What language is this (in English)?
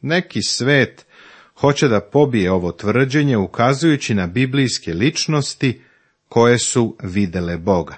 Serbian